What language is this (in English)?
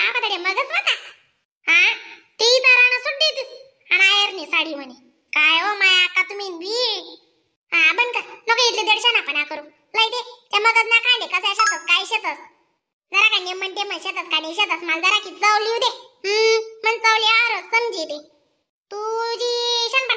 Khandesi